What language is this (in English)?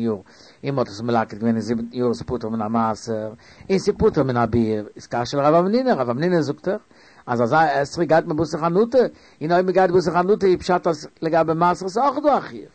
Yiddish